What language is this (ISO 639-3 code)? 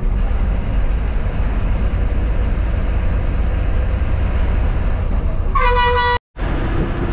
mal